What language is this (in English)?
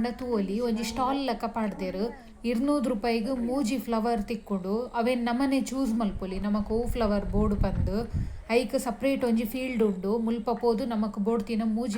Tulu